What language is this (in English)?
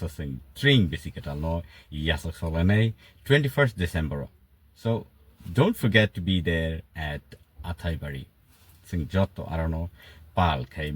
Kok Borok